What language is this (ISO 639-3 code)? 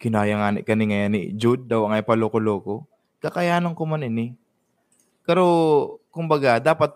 bik